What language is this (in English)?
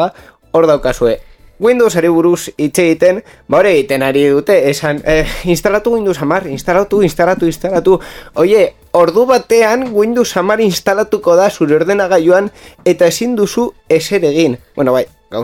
Basque